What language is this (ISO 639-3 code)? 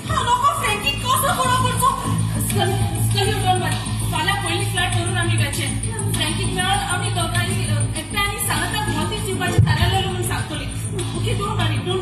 kok